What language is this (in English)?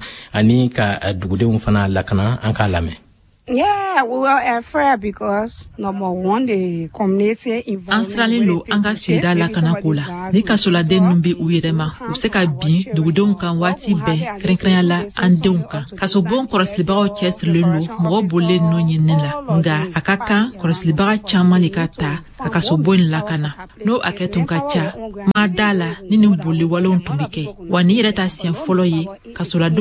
Bambara